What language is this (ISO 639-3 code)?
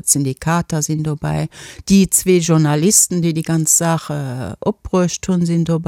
ltz